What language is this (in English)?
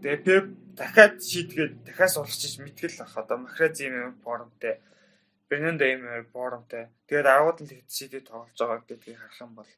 Mongolian